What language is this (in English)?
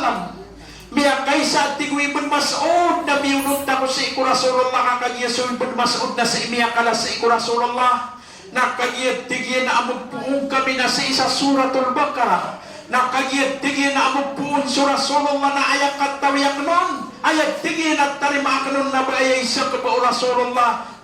Maranao